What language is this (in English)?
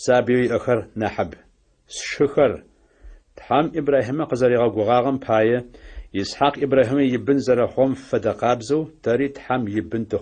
Adyghe